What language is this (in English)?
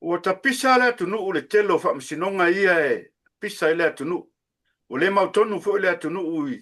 Samoan